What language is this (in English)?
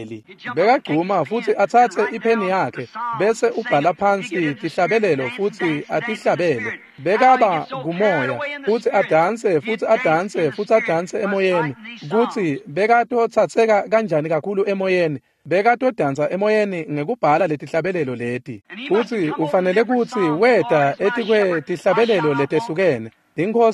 Swati